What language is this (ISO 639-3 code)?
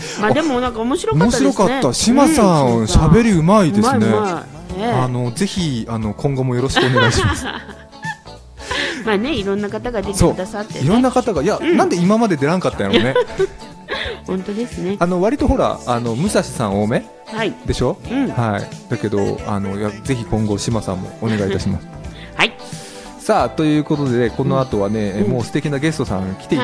jpn